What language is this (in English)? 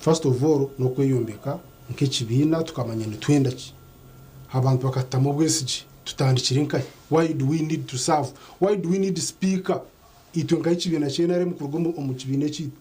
Nyankole